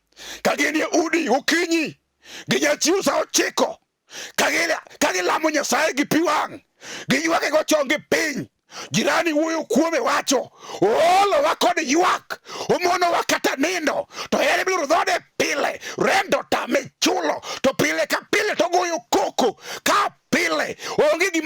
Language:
Luo (Kenya and Tanzania)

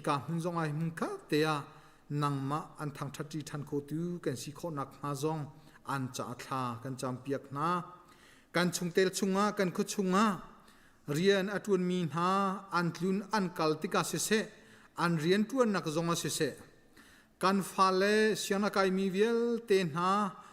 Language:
Hakha Chin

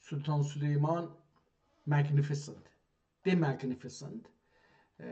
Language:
South Azerbaijani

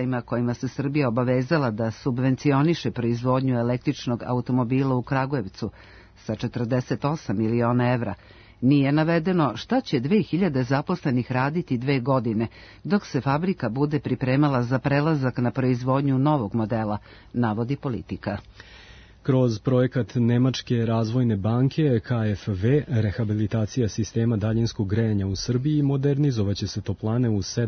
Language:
Serbian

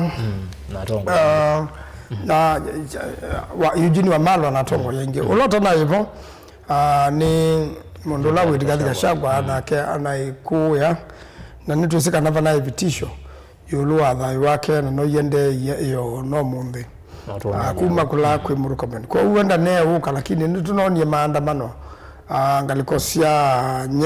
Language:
Kamba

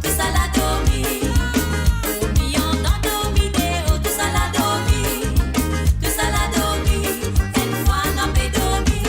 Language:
Morisyen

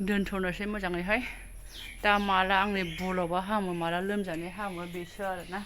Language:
Bodo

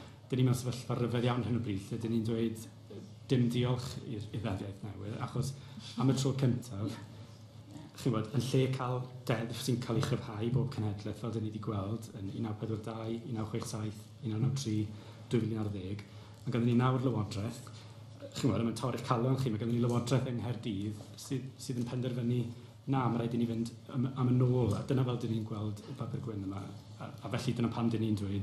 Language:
Welsh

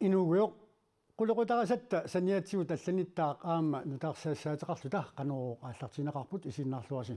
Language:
Kalaallisut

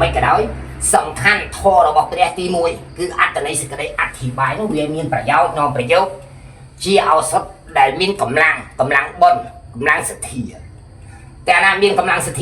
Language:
Khmer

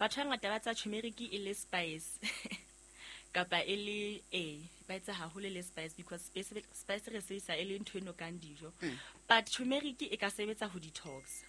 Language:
Southern Sotho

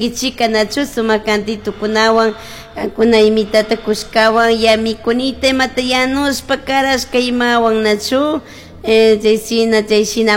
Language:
Chimborazo Highland Quichua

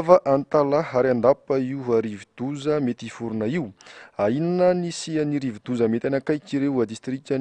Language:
Malagasy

